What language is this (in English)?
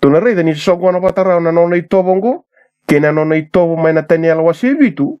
Fijian